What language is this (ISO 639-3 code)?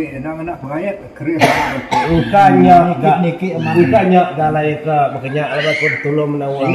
iba